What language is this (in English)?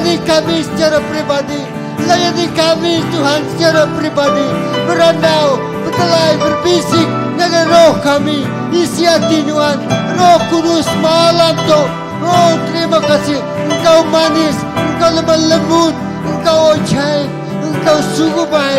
Iban